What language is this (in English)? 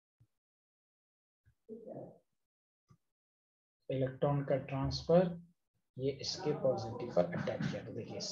Hindi